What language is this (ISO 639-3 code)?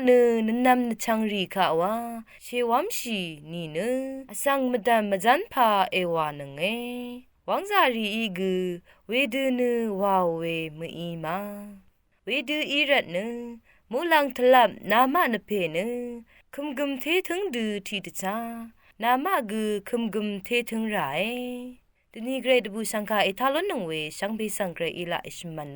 raw